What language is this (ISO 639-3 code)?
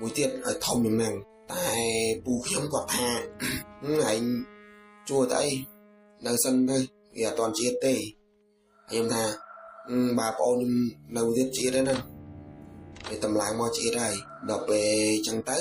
khm